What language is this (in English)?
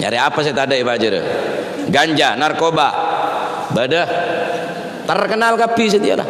Madurese